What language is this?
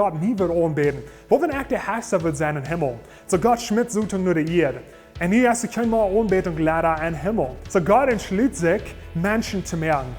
Plautdietsch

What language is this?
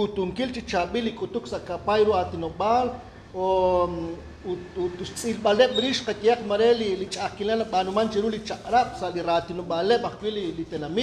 Kekchí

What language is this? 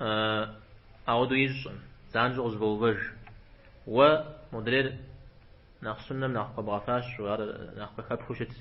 Kabardian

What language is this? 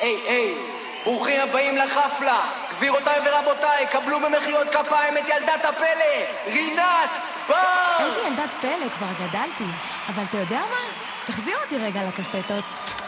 Hebrew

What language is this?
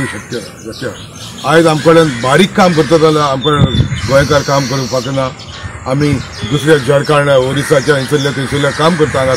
Konkani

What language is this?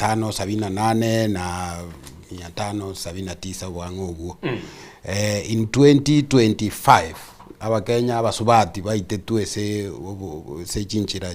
Gusii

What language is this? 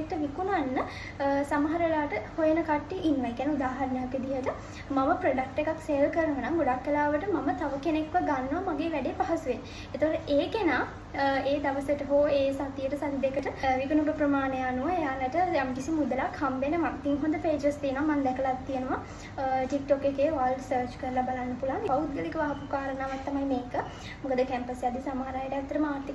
Sinhala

